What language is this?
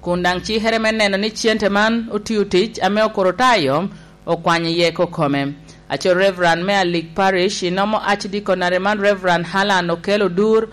Lango (Uganda)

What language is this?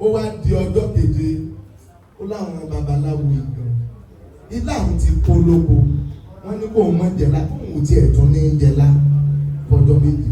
Yoruba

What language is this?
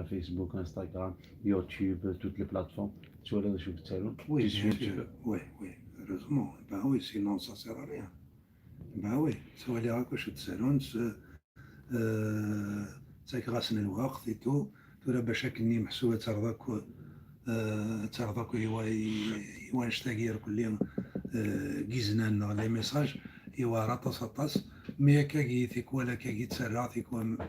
Kabyle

